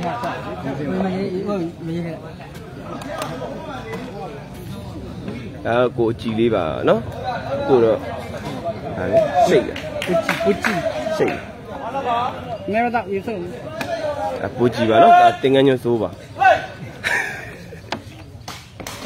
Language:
Burmese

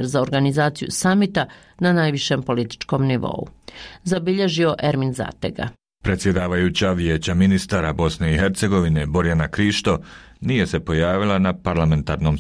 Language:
Bosnian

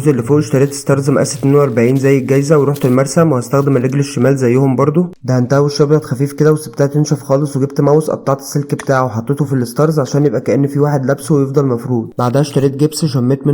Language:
Egyptian Arabic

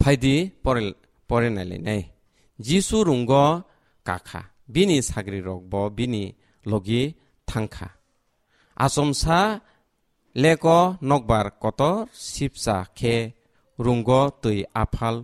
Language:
Kok Borok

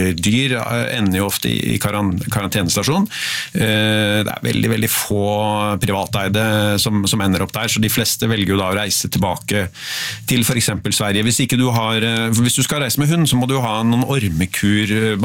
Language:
Norwegian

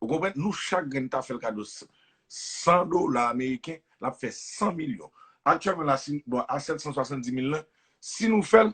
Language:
Haitian Creole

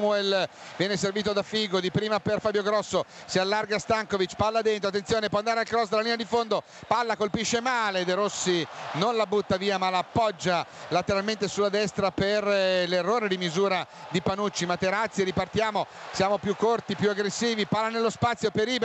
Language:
Italian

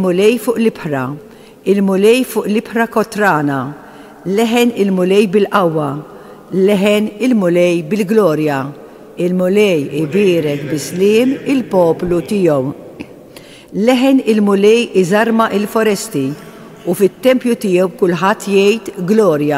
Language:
Maltese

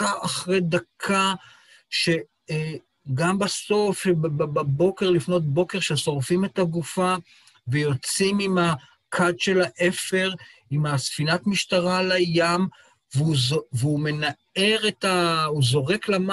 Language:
Hebrew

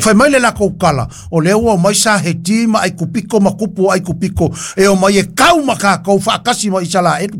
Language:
Samoan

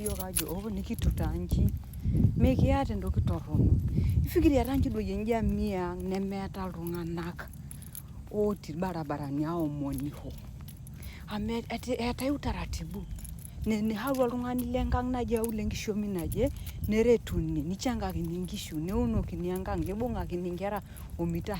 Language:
Masai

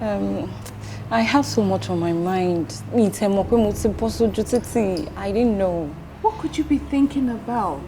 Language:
Yoruba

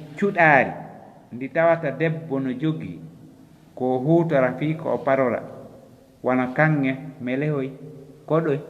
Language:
Fula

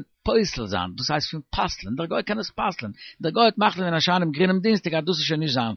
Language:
Yiddish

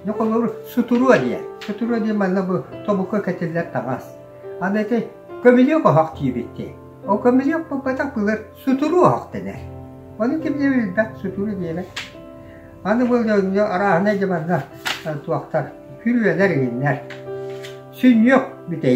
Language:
Yakut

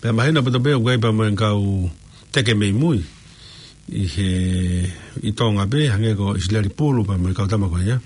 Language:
Tongan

